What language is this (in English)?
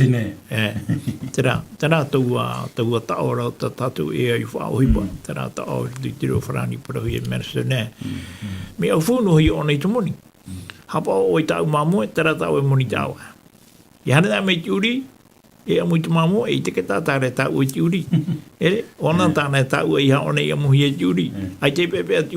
Tahitian